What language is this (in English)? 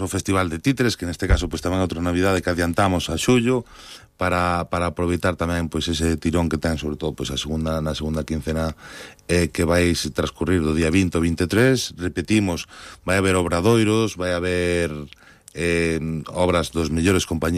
Galician